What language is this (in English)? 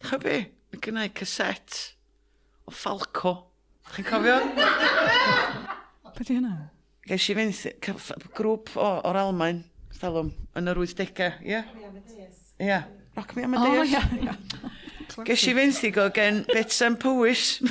Welsh